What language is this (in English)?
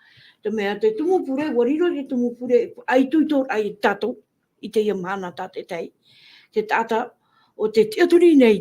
Tahitian